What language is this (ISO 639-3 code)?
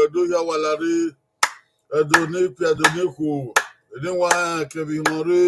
bin